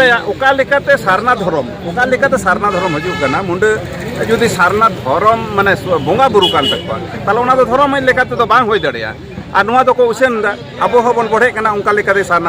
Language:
Santali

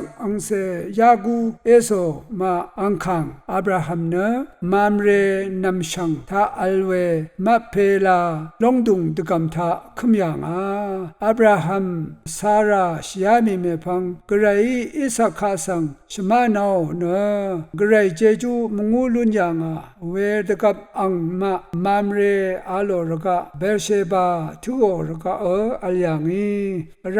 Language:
Rawang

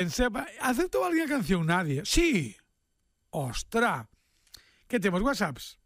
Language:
Galician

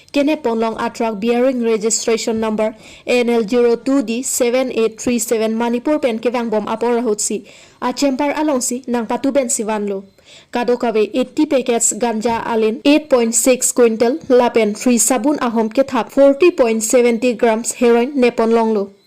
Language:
Karbi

